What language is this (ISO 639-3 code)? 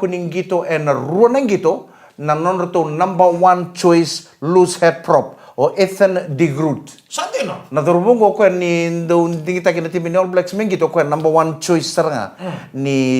fij